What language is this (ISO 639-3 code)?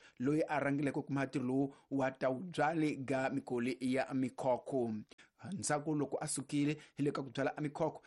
tso